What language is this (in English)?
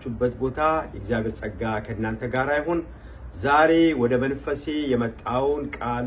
Amharic